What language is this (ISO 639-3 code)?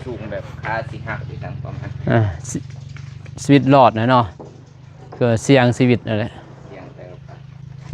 lao